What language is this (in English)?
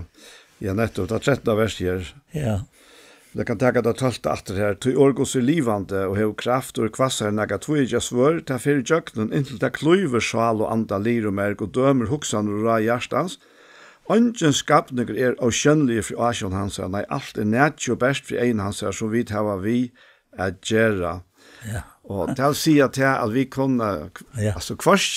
Faroese